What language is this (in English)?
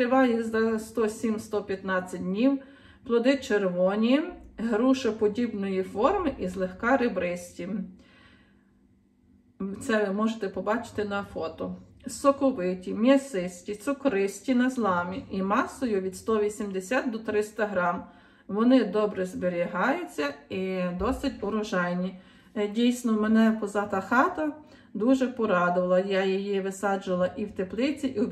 Ukrainian